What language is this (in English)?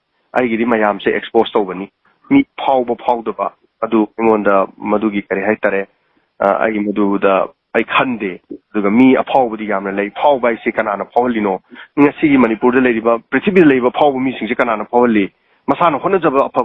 Manipuri